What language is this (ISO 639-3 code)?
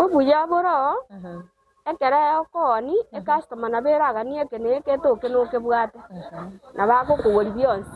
guz